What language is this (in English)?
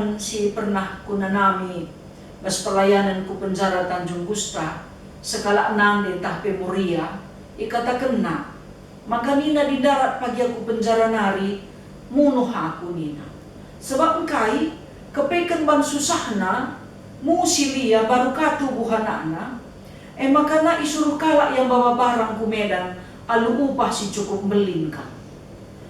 Batak Karo